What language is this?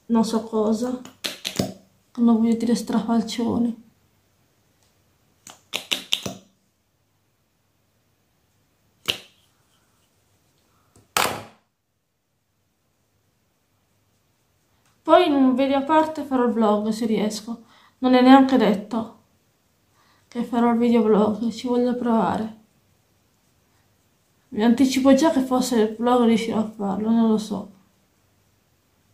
Italian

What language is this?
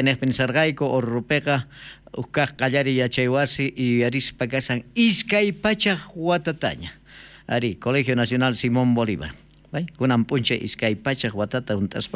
South Bolivian Quechua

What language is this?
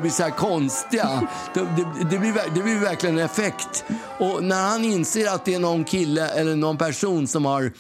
Swedish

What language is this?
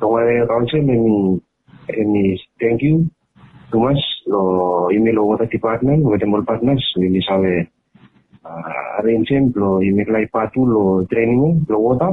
Bislama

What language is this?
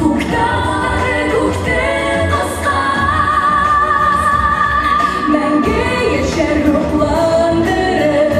Bashkir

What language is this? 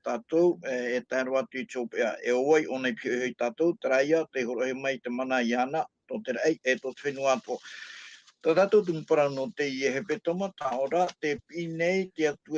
Tahitian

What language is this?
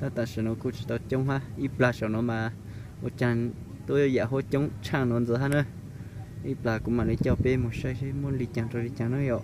Hmong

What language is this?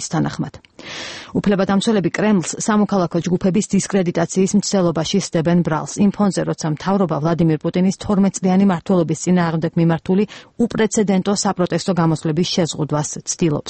Georgian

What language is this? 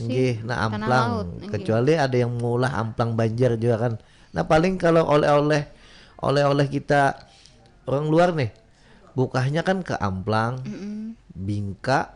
Banjar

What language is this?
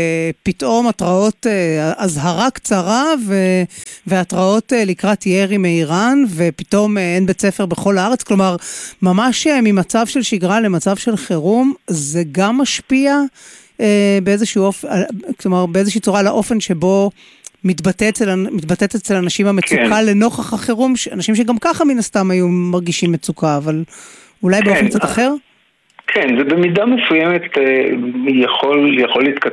Hebrew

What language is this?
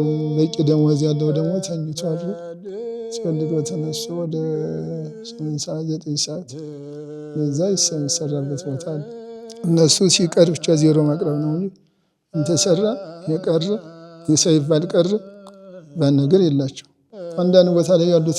Amharic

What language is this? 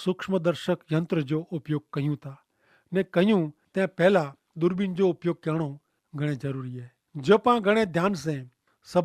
Kachhi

